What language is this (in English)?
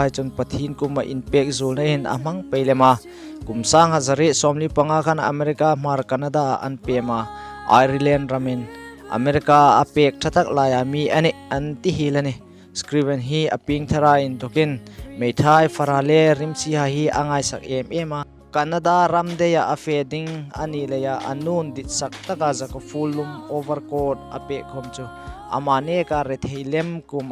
Hmar